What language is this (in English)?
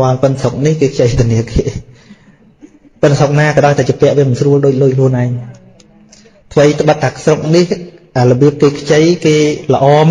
Khmer